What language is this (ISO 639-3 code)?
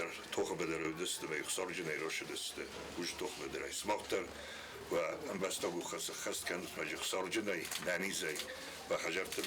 oss